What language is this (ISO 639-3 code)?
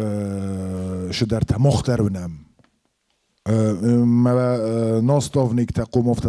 oss